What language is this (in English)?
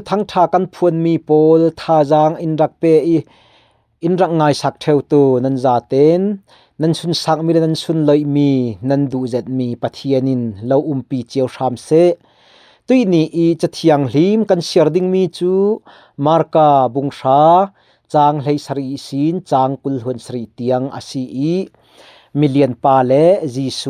Falam Chin